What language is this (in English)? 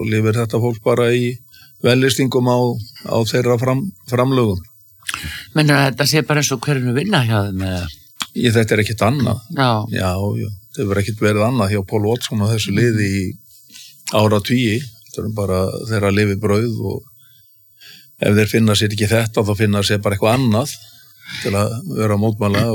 Icelandic